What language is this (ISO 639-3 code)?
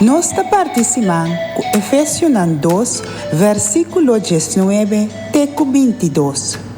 pap